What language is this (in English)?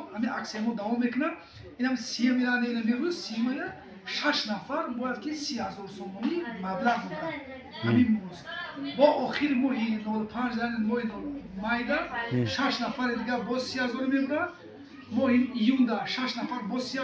Tajik